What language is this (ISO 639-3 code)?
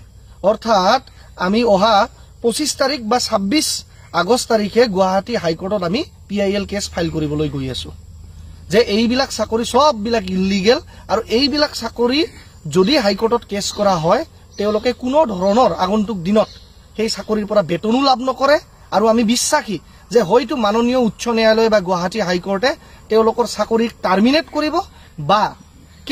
asm